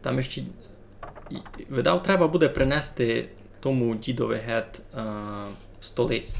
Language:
Rusyn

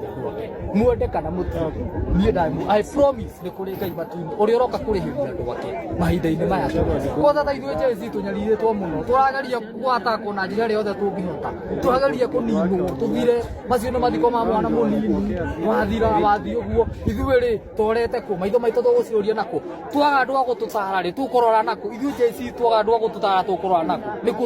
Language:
Kikuyu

